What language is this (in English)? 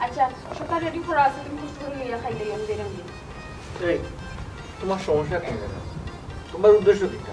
Sylheti